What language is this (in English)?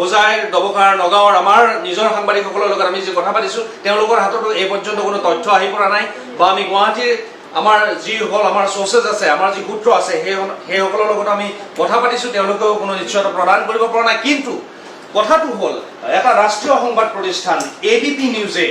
Assamese